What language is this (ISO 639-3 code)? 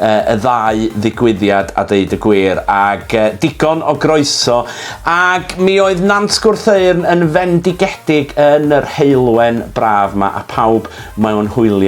cym